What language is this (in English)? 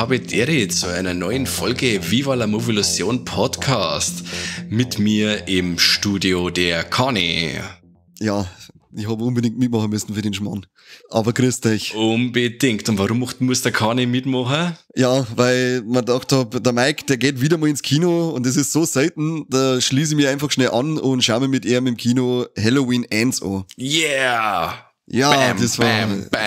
Bavarian